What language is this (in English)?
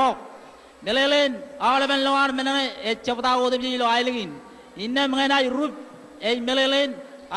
Marshallese